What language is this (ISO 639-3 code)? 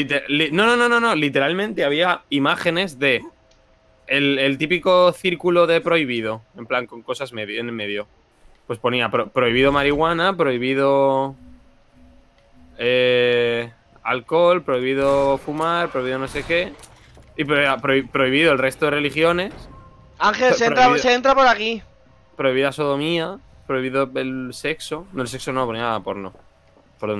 spa